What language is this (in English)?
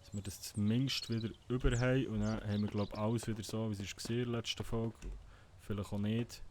Swiss German